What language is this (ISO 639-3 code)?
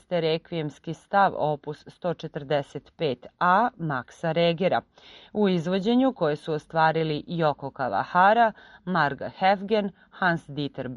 srp